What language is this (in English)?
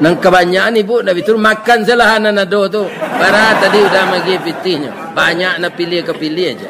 Minangkabau